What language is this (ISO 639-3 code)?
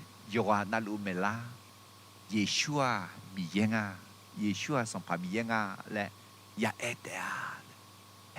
ahk